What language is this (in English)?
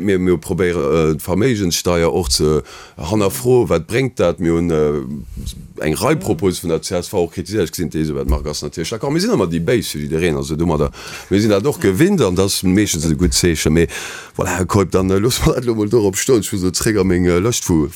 Luxembourgish